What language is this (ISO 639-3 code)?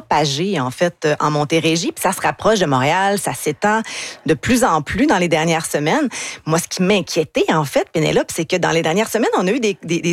fra